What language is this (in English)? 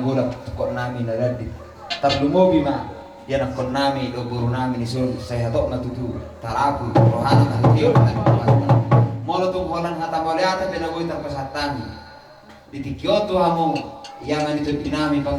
Batak Toba